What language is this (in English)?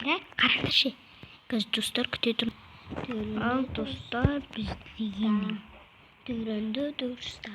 Kazakh